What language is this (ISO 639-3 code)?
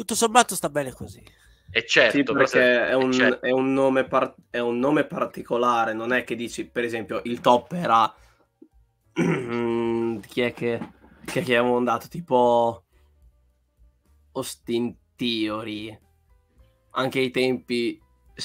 ita